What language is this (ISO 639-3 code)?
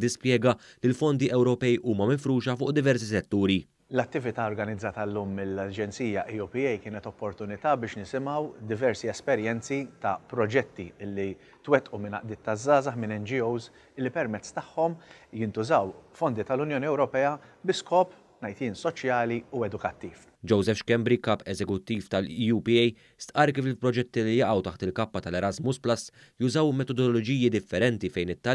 mlt